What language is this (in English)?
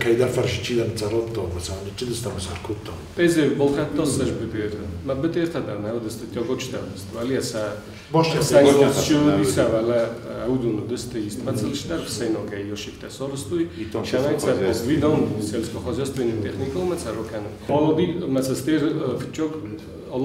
Ossetic